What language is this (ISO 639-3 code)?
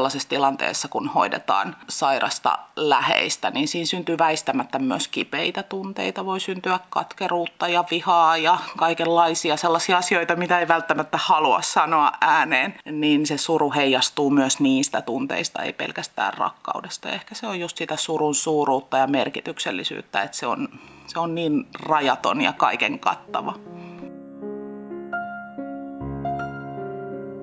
fin